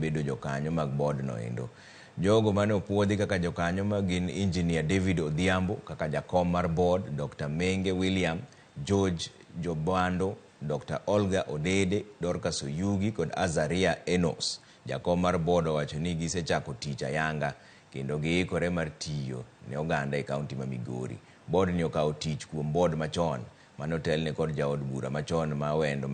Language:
Luo (Kenya and Tanzania)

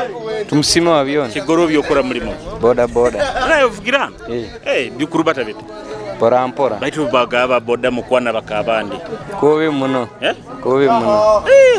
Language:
Nyoro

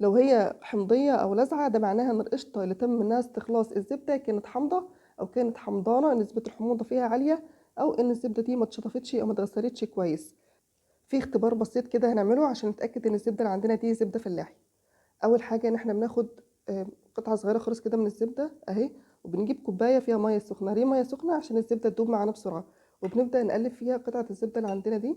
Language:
Egyptian Arabic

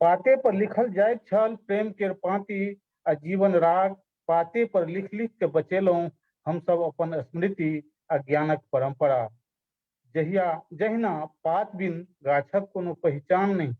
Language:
Maithili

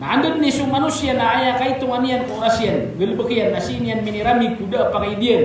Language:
Maranao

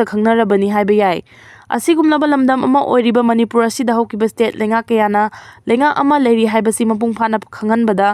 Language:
Manipuri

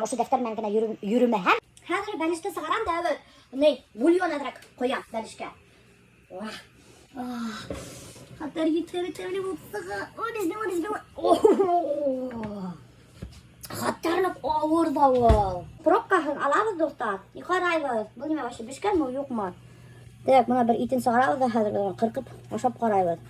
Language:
Bashkir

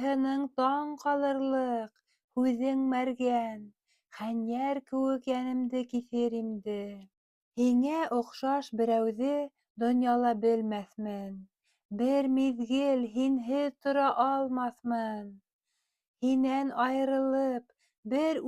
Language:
Bashkir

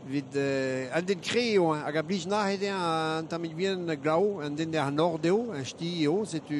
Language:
Breton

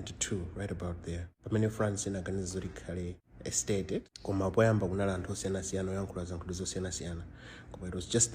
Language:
Nyanja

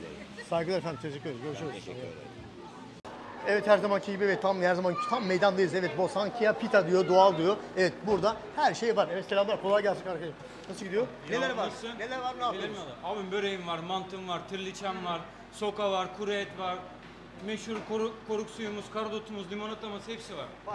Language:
Turkish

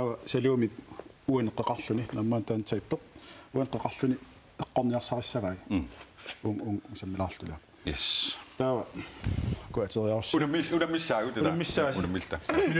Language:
Kalaallisut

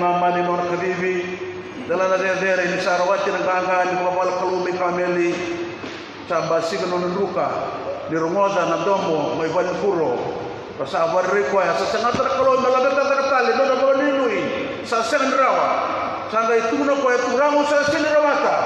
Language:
Fijian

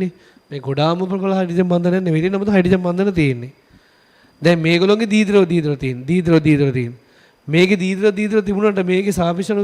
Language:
Sinhala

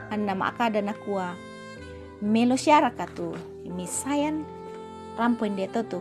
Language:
Toraja-Sa'dan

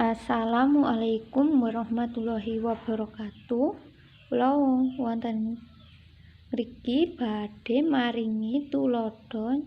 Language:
Javanese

